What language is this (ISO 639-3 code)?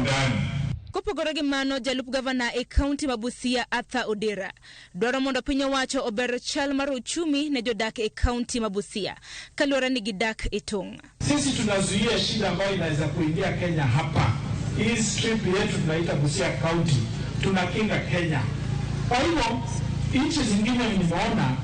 luo